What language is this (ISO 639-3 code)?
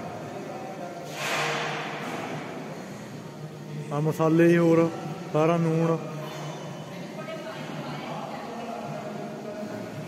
pan